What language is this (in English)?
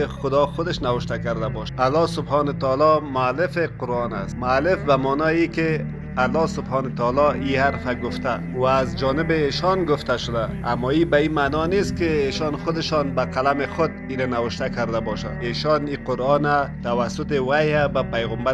Persian